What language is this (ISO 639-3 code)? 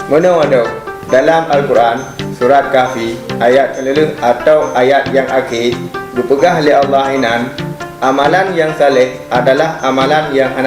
ace